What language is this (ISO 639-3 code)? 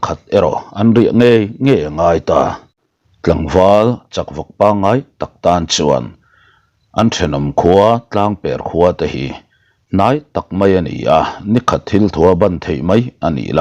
lus